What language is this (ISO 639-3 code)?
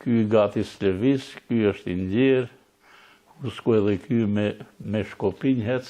sqi